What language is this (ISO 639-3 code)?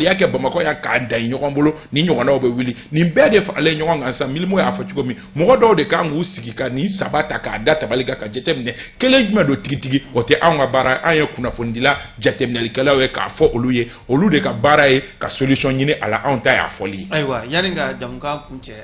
bam